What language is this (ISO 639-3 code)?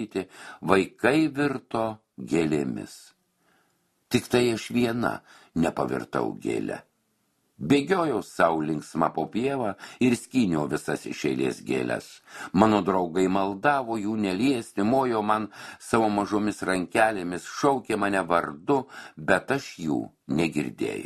lit